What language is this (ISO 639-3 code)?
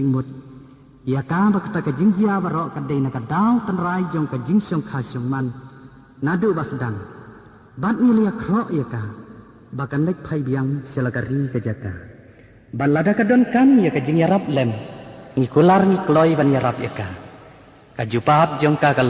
kha